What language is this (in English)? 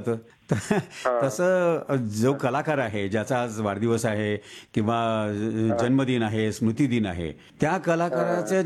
Marathi